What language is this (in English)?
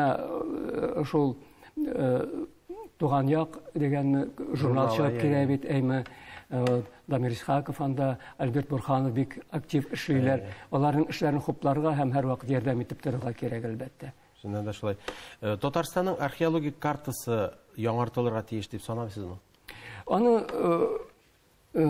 Tatar